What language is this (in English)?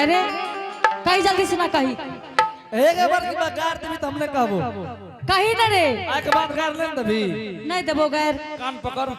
Angika